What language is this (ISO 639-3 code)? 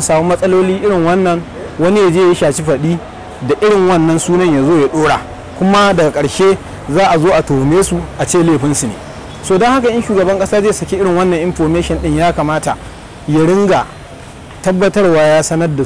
hau